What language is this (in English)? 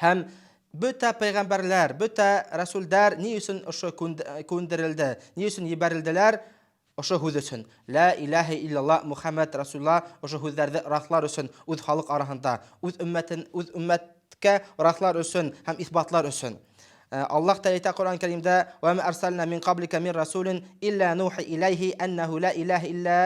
Bashkir